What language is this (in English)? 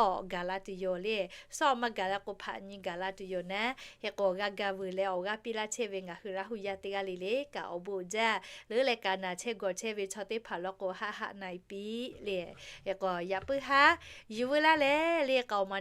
Lahu